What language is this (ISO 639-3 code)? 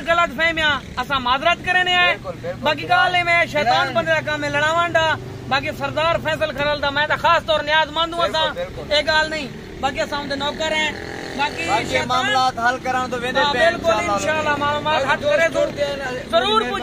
skr